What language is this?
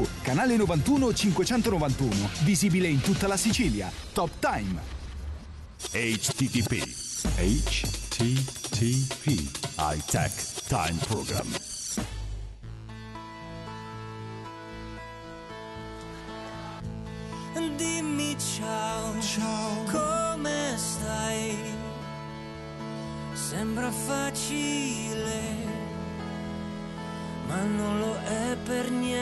Italian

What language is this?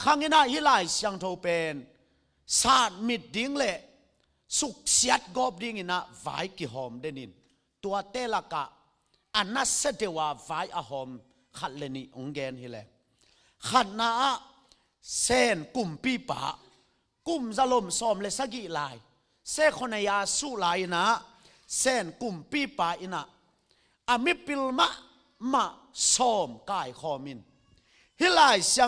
Tedim Chin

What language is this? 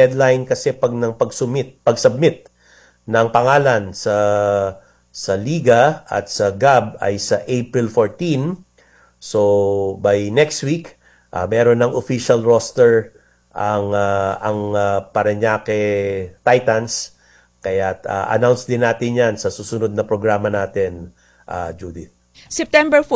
Filipino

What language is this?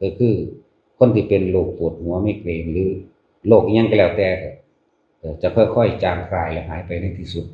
Lao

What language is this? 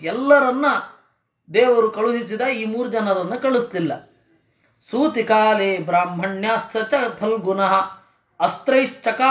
Kannada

